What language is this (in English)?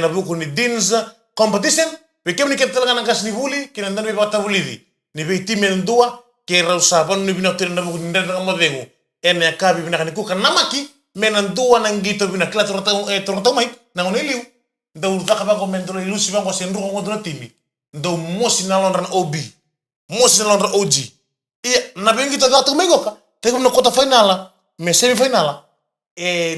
Fijian